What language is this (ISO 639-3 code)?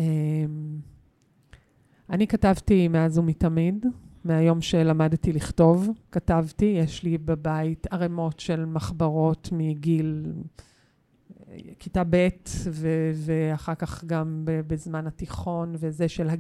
heb